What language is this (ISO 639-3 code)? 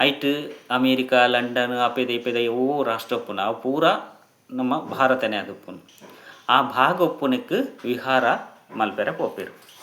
tcy